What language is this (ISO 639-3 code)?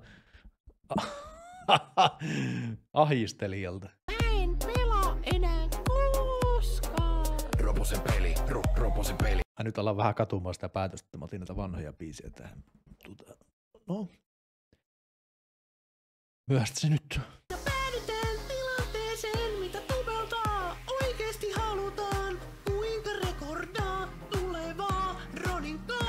fin